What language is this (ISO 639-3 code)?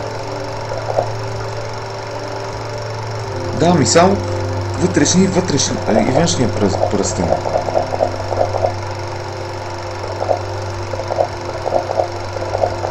bul